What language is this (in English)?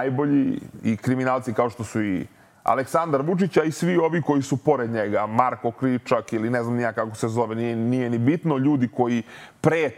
Serbian